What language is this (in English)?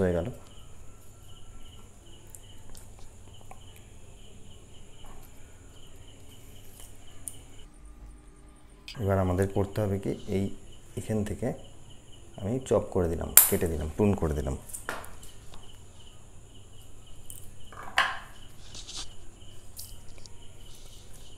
Bangla